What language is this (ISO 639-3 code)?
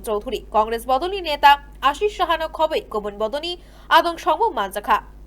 trp